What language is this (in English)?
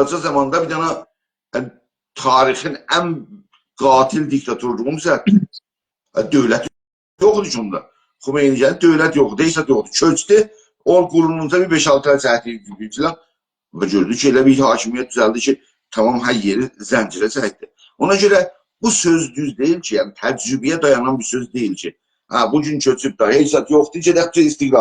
South Azerbaijani